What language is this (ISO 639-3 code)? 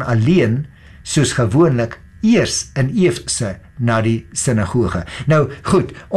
afr